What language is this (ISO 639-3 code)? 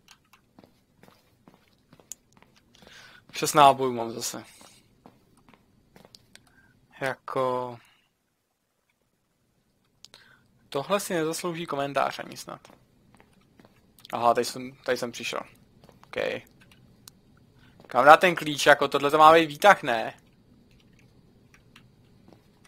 ces